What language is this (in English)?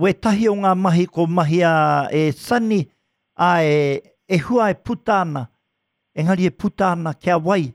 Māori